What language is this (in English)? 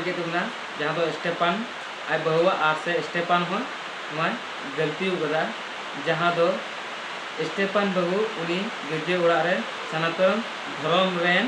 Santali